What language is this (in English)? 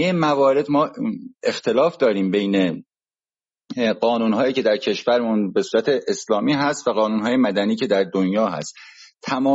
Persian